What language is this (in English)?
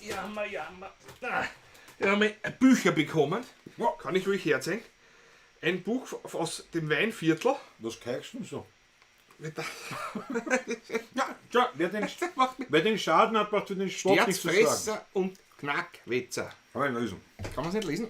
Bavarian